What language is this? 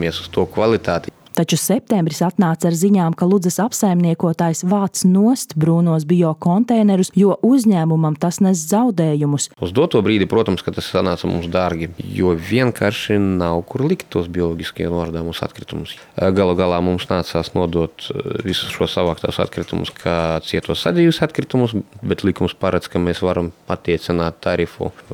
Latvian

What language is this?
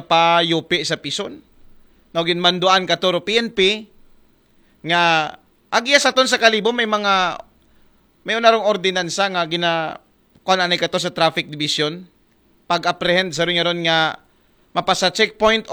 Aklanon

